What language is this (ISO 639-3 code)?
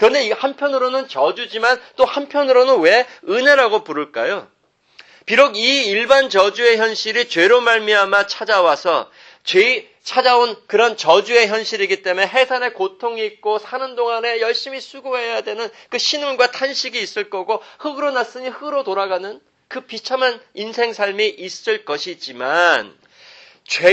kor